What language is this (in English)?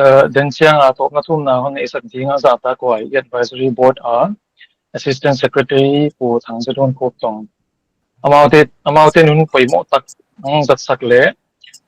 Paite Chin